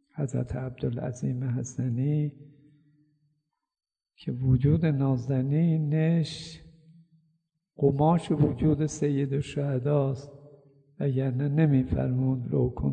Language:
Persian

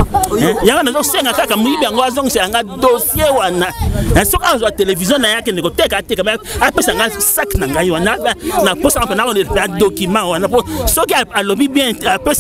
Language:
Lingala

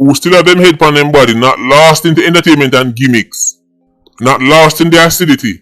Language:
Jamaican Creole English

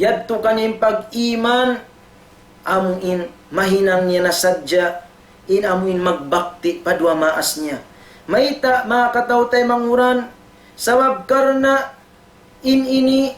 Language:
Tausug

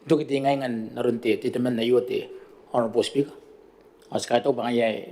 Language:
Gilbertese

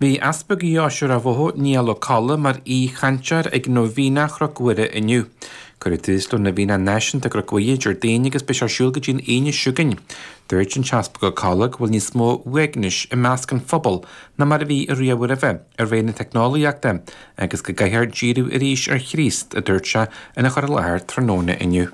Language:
Irish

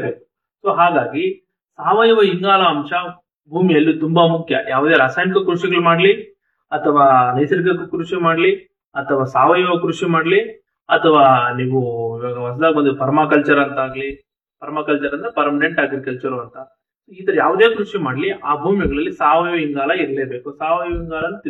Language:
Kannada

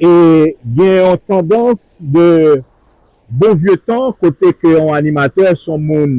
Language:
Haitian Creole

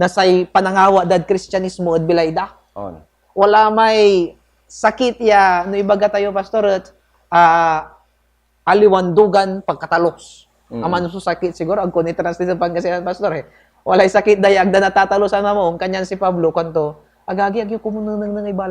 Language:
Pangasinan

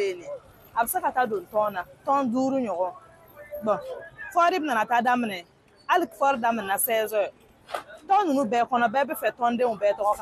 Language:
Bambara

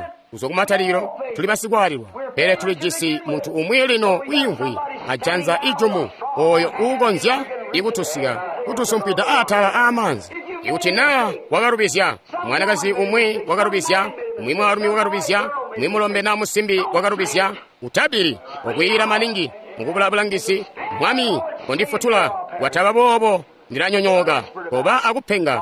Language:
Tonga (Zambia)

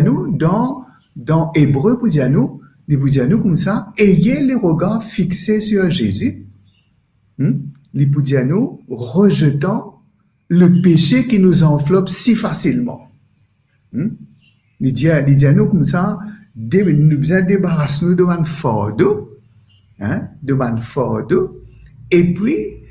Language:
Morisyen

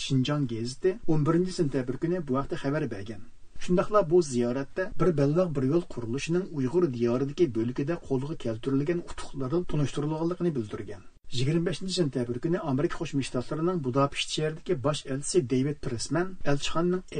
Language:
Uyghur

